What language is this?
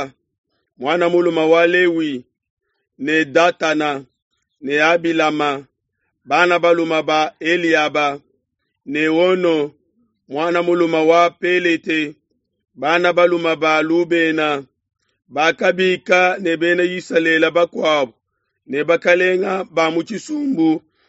Luba-Lulua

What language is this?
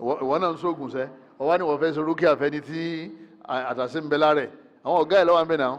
Yoruba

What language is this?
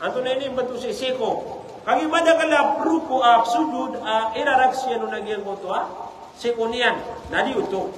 Maranao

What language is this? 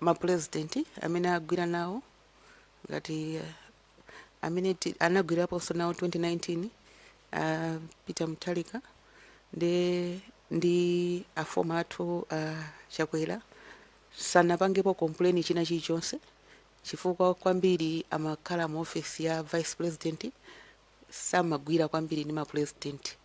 Nyanja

